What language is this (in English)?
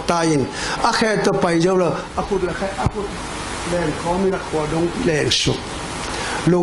Tedim Chin